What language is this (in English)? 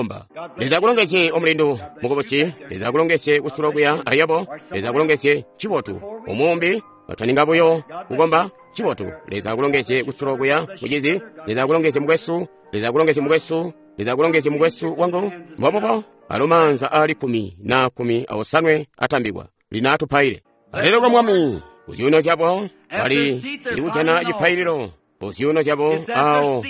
Tonga (Zambia)